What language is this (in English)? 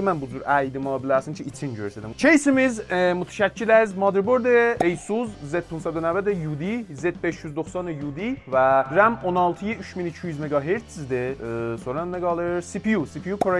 South Azerbaijani